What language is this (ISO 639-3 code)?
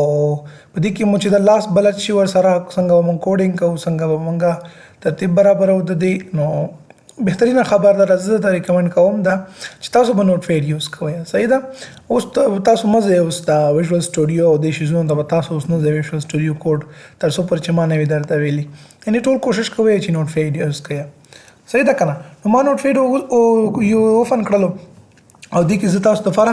pus